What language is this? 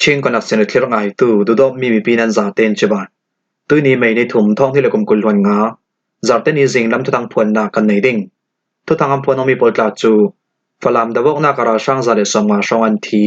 Falam Chin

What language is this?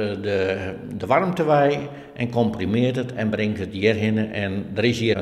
Western Frisian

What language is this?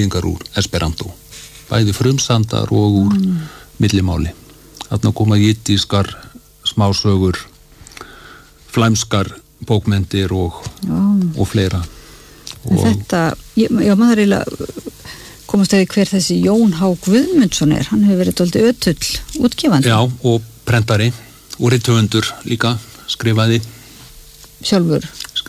Icelandic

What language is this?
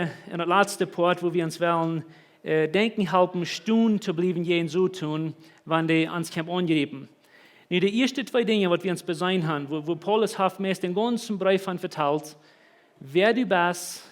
Plautdietsch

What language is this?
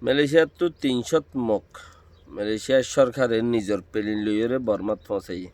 Rohingya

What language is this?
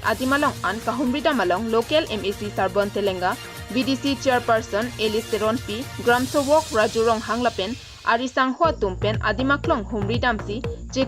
Karbi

